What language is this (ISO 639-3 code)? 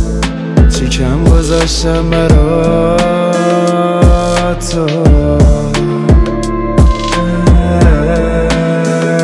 fas